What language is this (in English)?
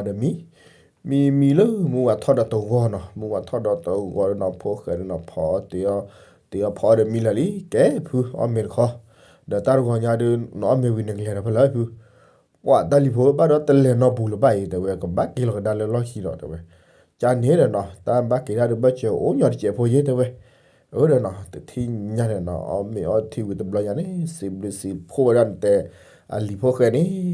S'gaw Karen